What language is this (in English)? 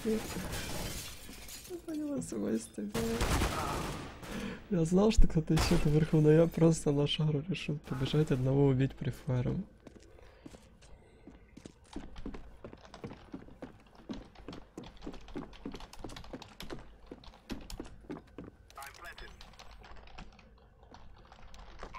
Russian